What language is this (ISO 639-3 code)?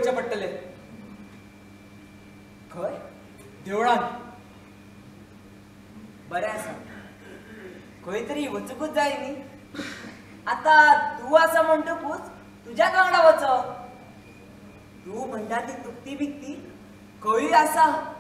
kok